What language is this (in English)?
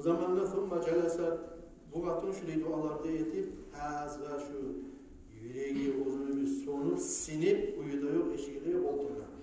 Kumyk